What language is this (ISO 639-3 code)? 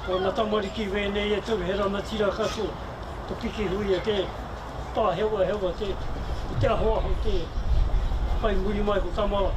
mri